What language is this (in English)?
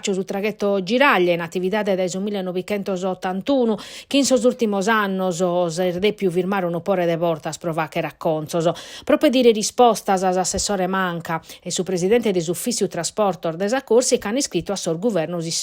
Sardinian